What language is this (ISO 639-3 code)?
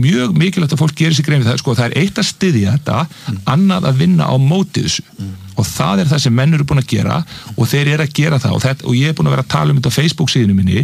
isl